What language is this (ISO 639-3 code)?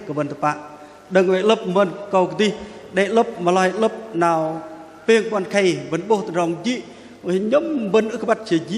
bdq